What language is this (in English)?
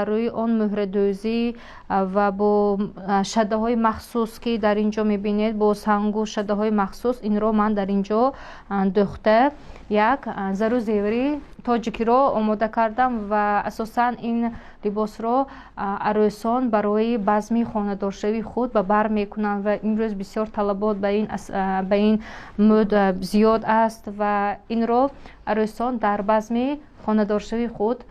Tajik